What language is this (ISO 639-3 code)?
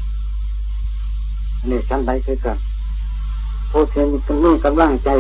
tha